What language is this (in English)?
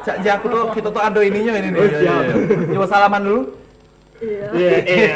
Musi